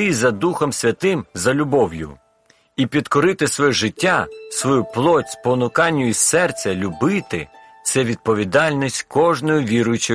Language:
Ukrainian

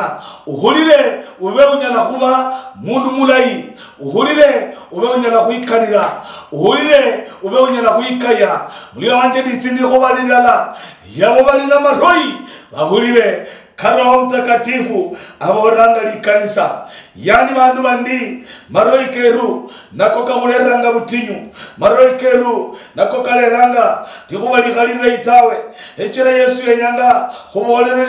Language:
Luyia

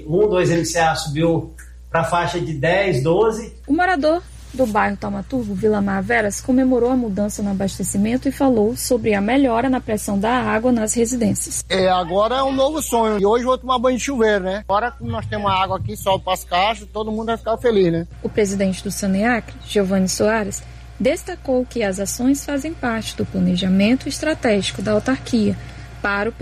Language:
Portuguese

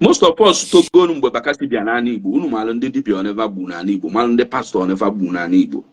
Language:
Igbo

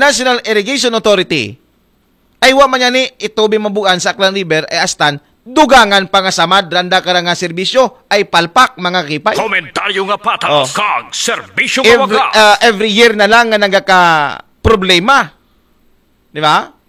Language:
Aklanon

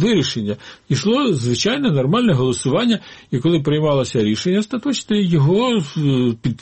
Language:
Ukrainian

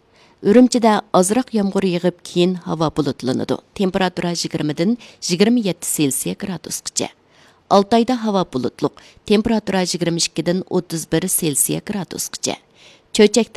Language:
Uyghur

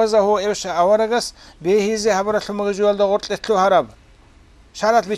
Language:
Avaric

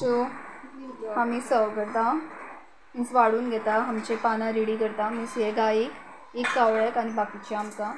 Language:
Konkani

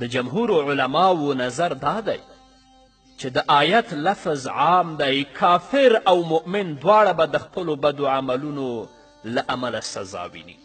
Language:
Pashto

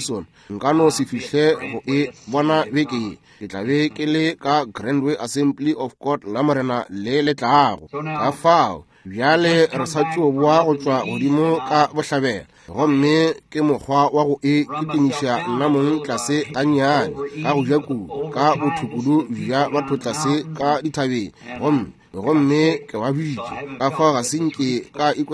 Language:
Northern Sotho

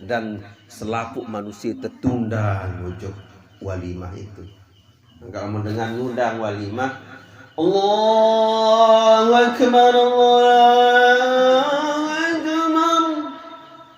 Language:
Sasak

